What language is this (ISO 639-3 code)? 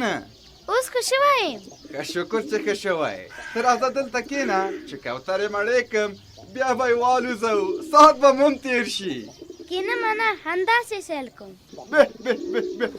pus